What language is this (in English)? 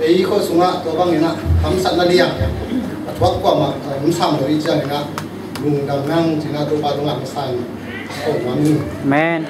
Tedim Chin